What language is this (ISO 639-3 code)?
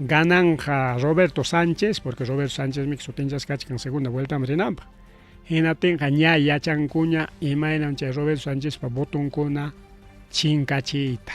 quy